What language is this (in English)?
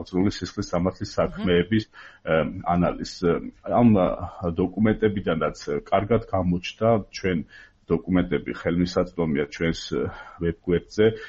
Georgian